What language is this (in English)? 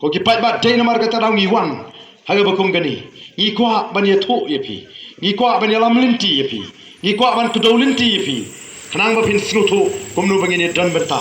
Khasi